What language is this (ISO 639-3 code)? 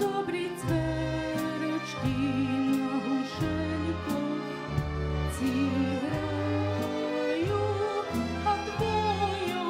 rue